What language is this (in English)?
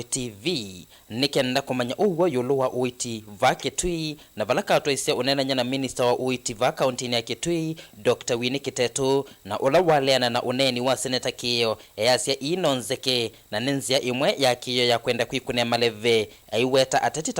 Kamba